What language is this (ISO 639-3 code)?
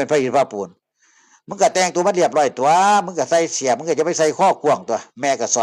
tts